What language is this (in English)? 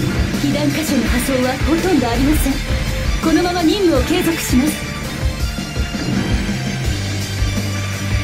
Japanese